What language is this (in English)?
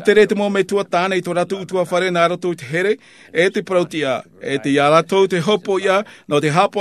Tahitian